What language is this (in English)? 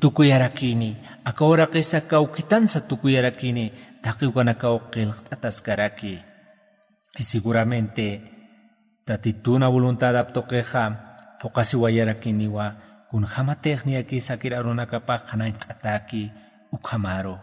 Aymara